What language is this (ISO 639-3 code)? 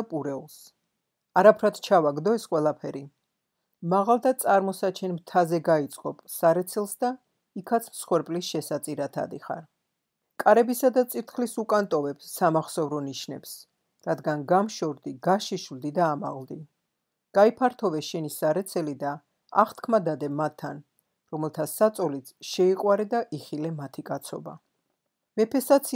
kat